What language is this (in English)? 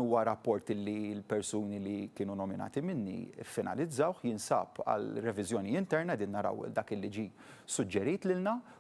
Maltese